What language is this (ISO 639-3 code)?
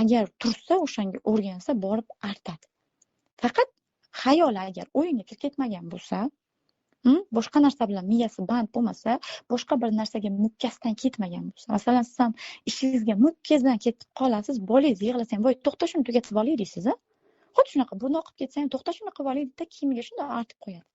uzb